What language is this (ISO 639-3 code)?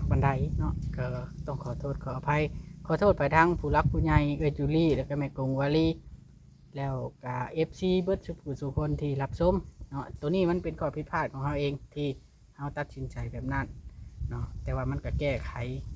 lao